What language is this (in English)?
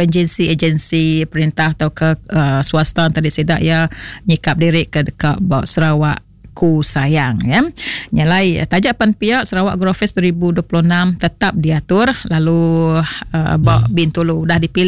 Iban